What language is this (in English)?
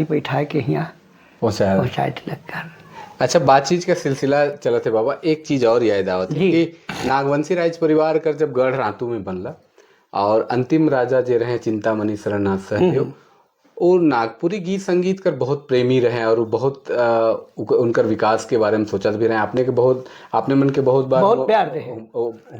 Sadri